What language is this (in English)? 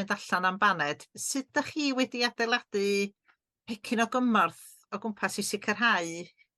Welsh